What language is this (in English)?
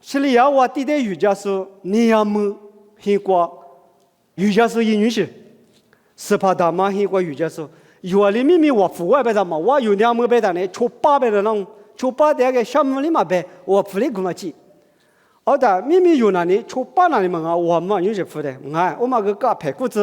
Lisu